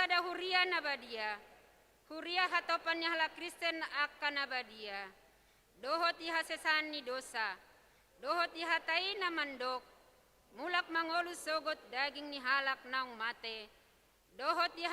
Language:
Batak Toba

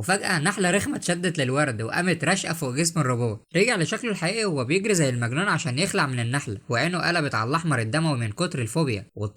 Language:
Egyptian Arabic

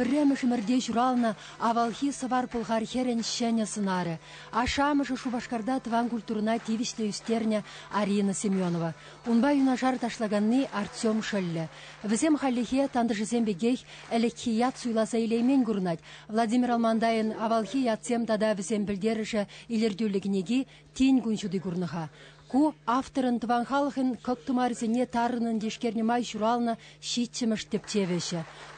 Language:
Chuvash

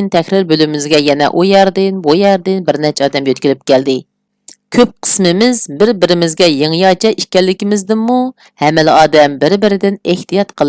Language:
Uyghur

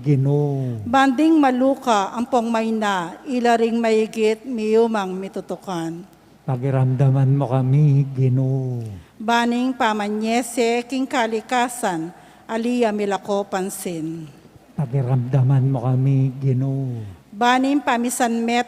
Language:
Pampanga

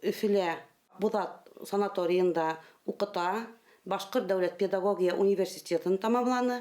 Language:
Bashkir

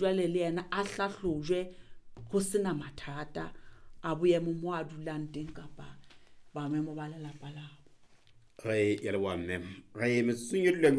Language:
Southern Sotho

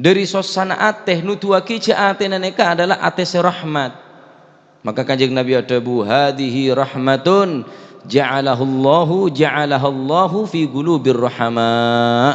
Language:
Madurese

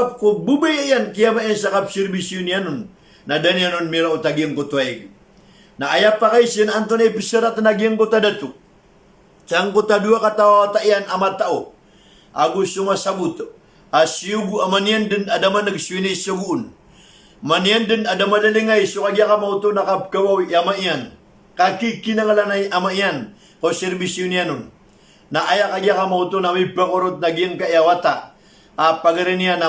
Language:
Maranao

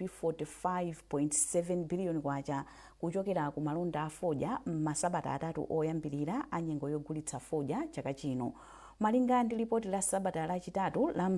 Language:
Nyanja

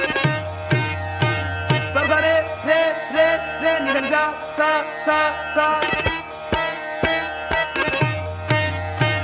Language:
Punjabi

